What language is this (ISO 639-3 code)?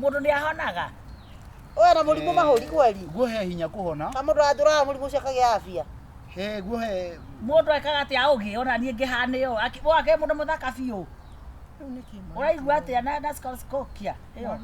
kik